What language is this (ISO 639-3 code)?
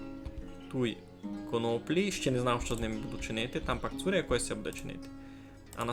rue